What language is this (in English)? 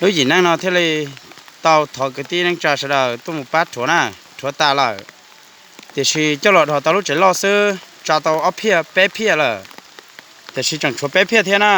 Hmong